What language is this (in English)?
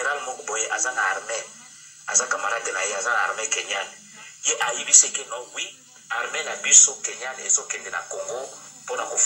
Lingala